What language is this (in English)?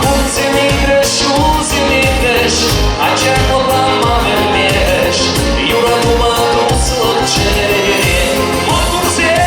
Chuvash